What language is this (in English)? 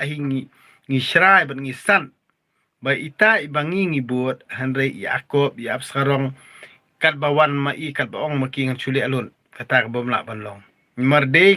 Khasi